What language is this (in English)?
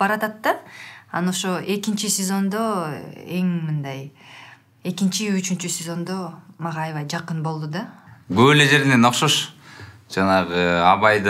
Kyrgyz